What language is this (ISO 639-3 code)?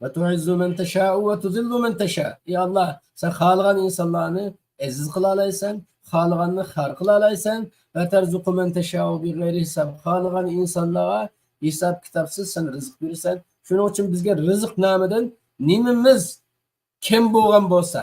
uig